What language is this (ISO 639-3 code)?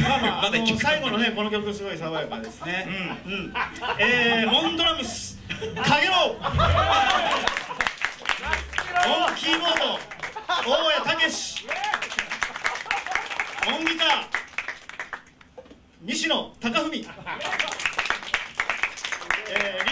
jpn